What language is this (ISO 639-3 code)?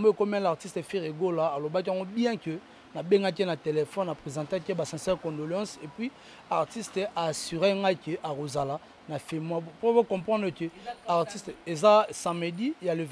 lin